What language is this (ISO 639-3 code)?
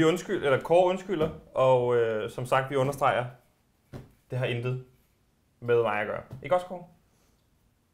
dan